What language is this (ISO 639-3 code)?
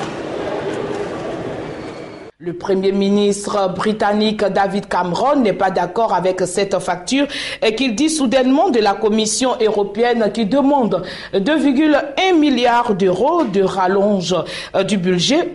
fra